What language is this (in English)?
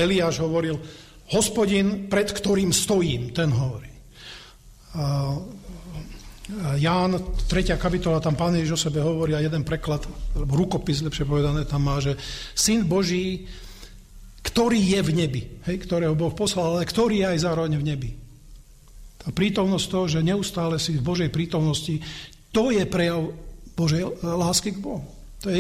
Slovak